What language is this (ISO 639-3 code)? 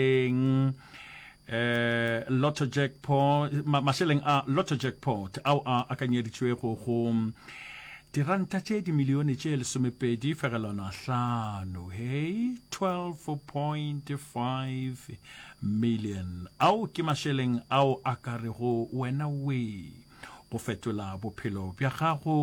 nso